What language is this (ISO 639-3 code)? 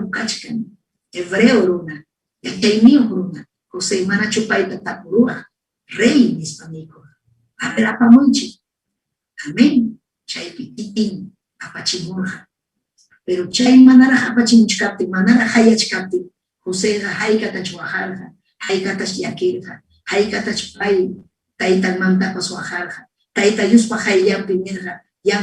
quy